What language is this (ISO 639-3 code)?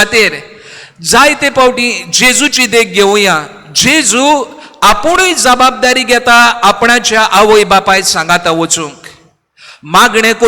kok